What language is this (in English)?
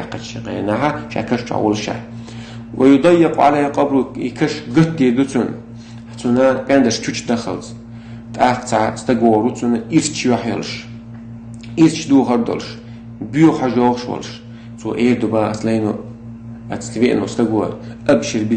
Chechen